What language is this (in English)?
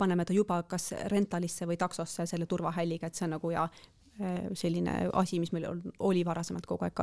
Estonian